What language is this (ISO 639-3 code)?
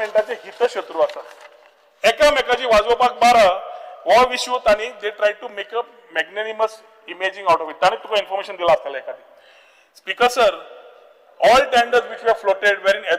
kok